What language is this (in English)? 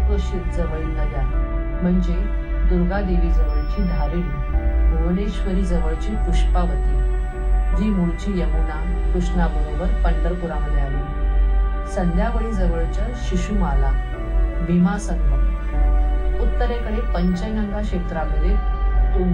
Marathi